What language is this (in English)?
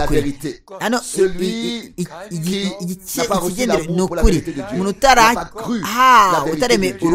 Kinyarwanda